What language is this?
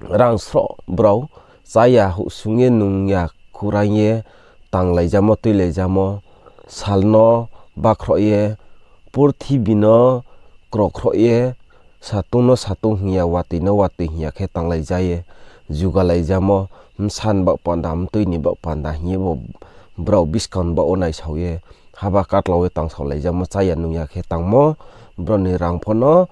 Riang (India)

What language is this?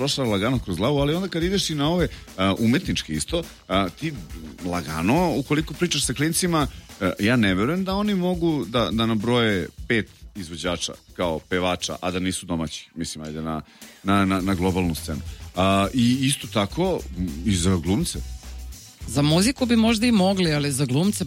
Serbian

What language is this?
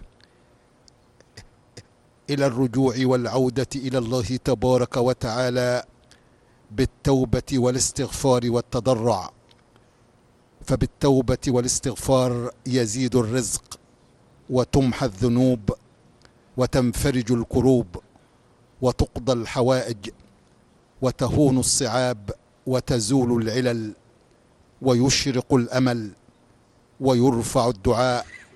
Arabic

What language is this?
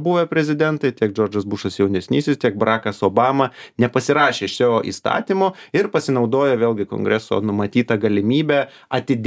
Lithuanian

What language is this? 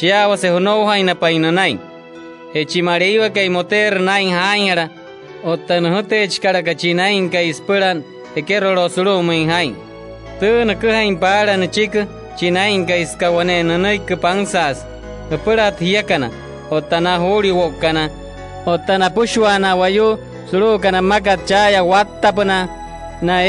Wayuu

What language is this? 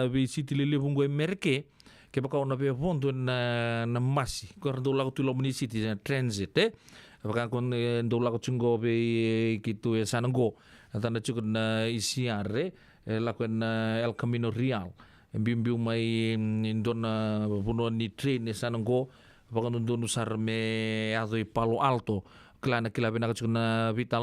Fijian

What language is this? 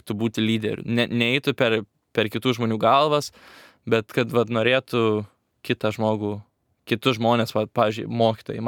Lithuanian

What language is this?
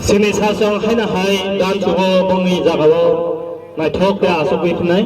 Kok Borok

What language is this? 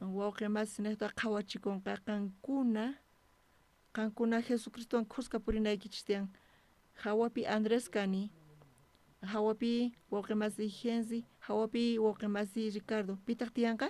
South Bolivian Quechua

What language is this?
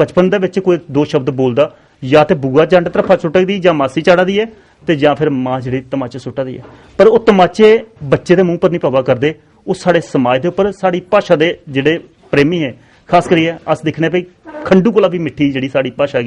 Dogri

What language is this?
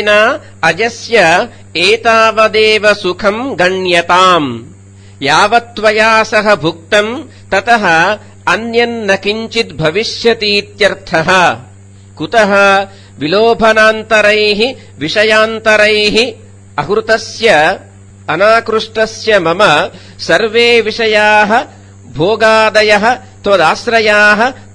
Sanskrit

